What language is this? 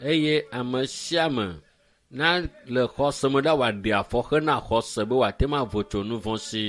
Ewe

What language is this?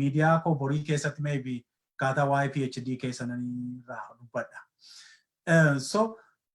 Oromo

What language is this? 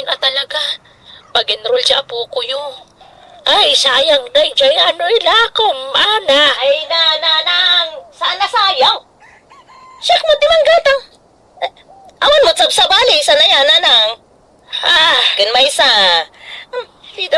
Iloko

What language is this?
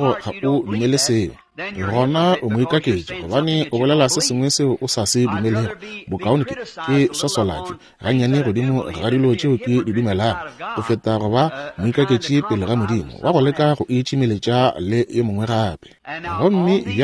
Northern Sotho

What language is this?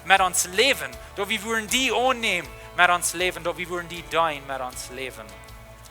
Plautdietsch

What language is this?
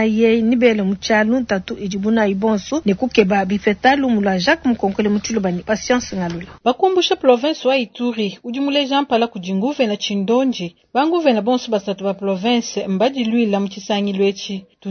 Luba-Lulua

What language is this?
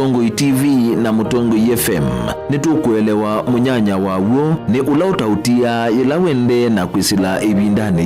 Kamba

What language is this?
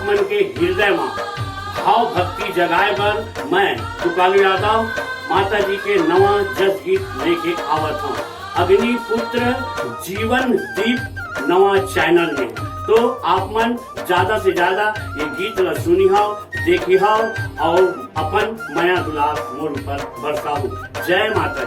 Chhattisgarhi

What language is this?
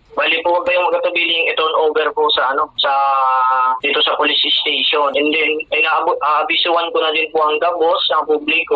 Bikol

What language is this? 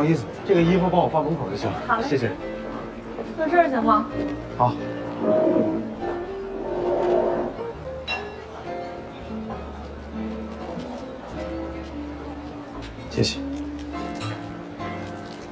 Chinese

